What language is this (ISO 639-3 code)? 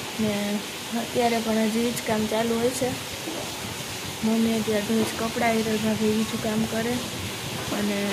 guj